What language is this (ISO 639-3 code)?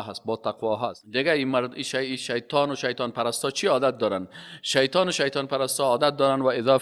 fas